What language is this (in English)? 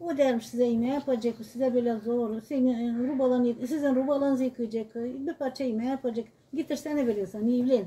Gagauz